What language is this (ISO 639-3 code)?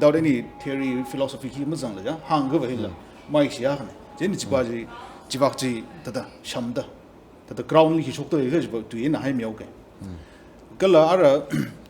nmf